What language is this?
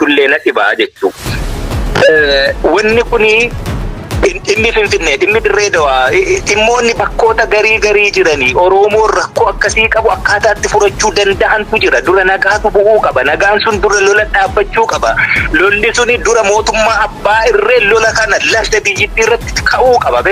Oromo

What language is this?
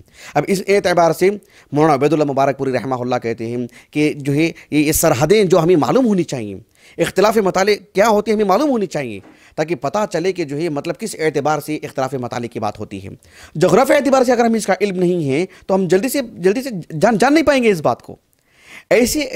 Urdu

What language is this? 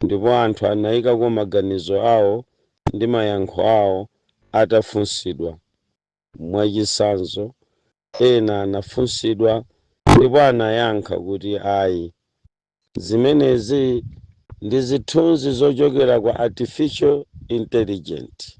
Nyanja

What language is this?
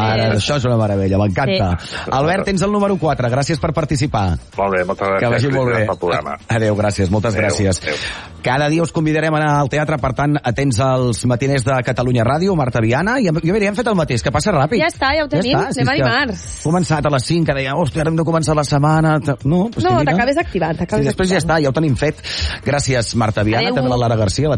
Catalan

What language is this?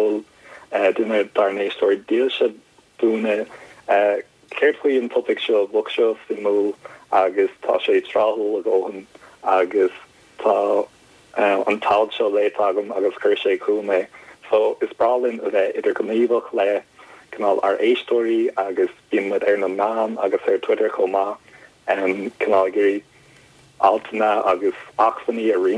Irish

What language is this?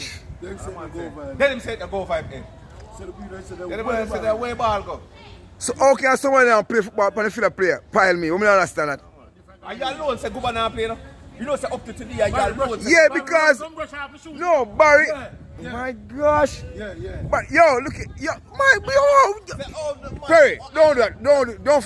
Jamaican Creole English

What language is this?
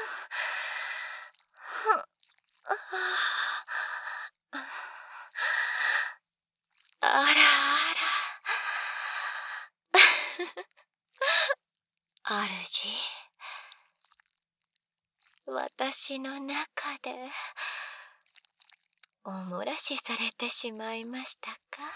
Japanese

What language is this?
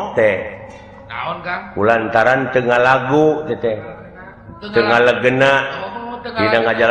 Sundanese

